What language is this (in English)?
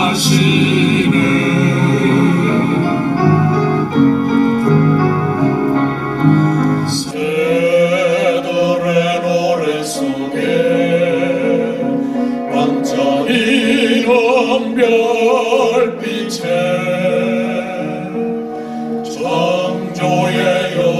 Korean